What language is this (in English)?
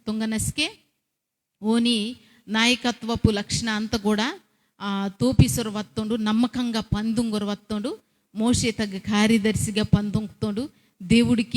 Koya